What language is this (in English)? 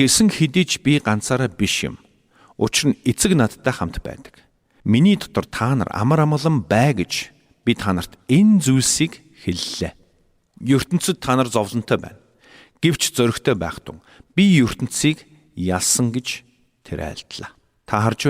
Mongolian